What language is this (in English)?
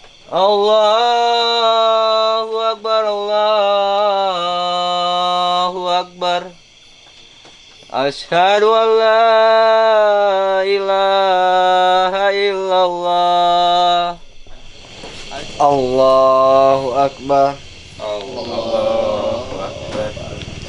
Sundanese